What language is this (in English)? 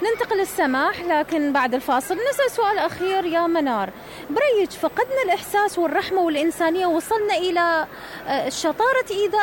Mesopotamian Arabic